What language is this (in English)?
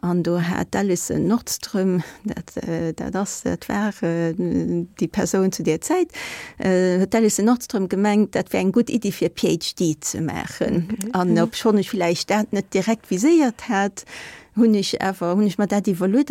Luxembourgish